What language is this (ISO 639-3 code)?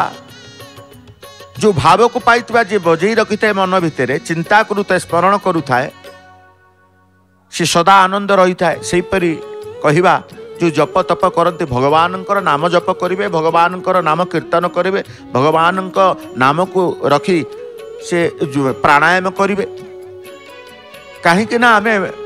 ori